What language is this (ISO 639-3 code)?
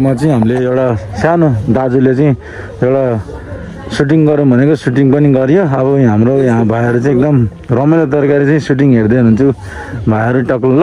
nep